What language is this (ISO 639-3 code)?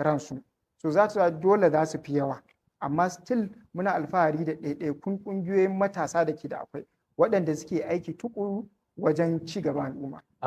hau